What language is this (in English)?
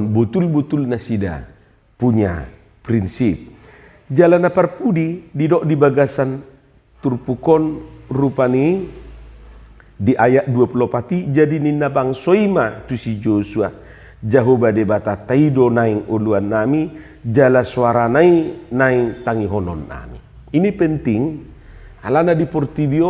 Batak Toba